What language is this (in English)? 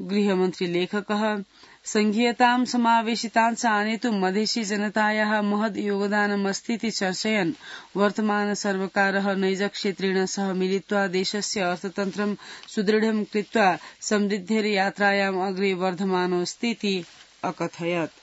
Sanskrit